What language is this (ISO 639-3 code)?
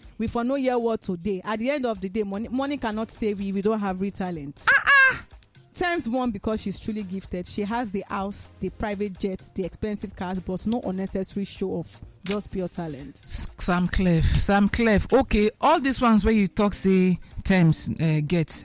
pcm